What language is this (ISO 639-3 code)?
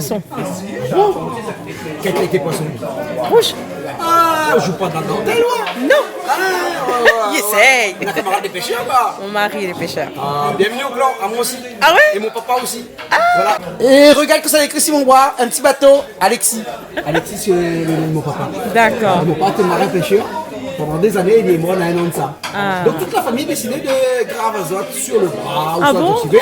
rcf